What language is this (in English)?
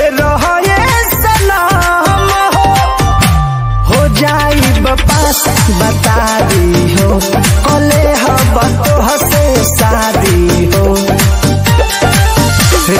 Bhojpuri